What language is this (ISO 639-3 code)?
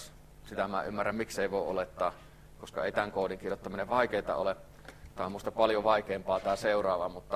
fin